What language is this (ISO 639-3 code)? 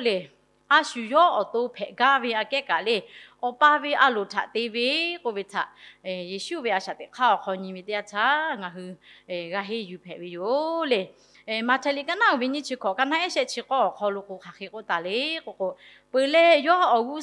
lhu